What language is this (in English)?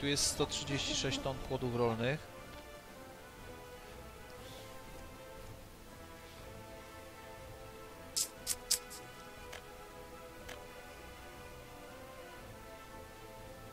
Polish